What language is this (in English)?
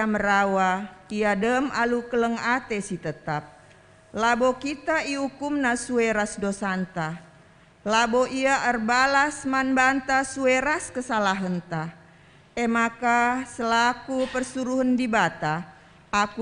Batak Karo